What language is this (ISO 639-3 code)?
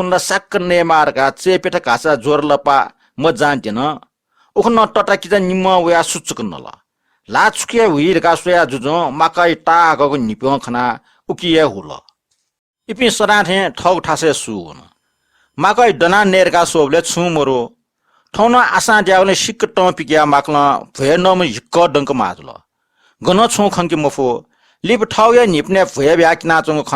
new